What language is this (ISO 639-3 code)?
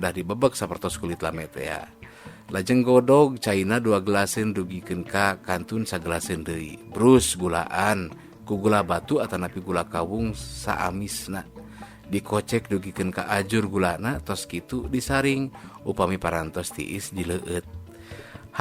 sun